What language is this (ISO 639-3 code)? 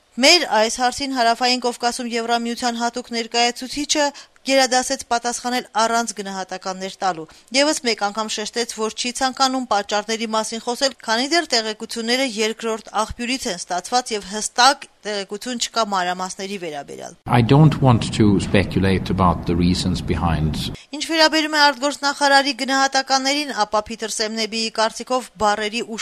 hye